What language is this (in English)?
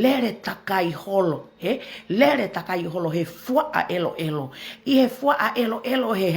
Tongan